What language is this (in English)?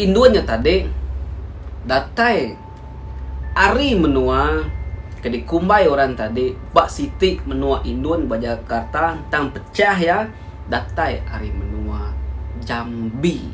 Iban